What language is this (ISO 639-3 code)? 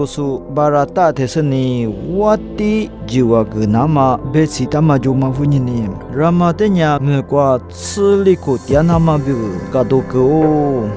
lis